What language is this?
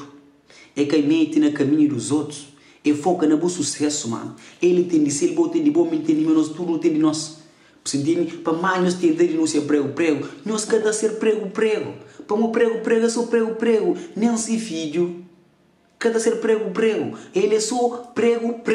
Kabuverdianu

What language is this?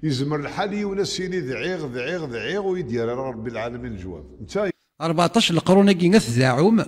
Kabyle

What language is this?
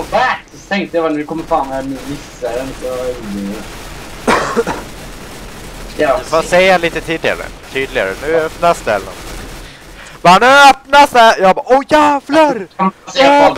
Swedish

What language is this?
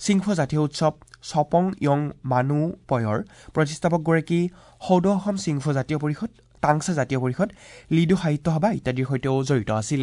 Assamese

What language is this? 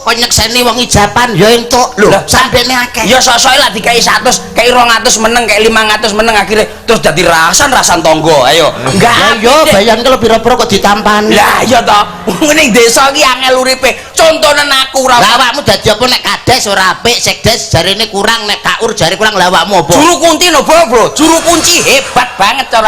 Javanese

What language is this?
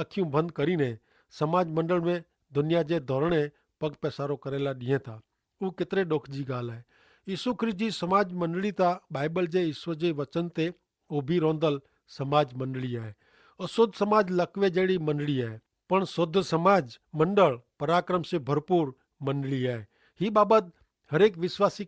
Kachhi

